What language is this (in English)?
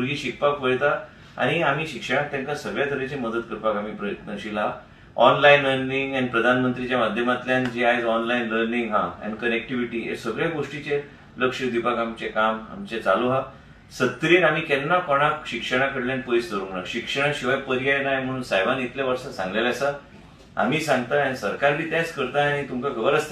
Konkani